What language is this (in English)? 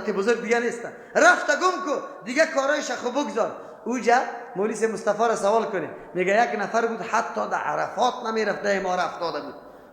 Persian